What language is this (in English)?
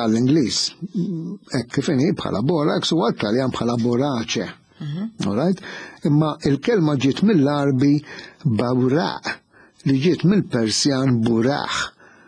Maltese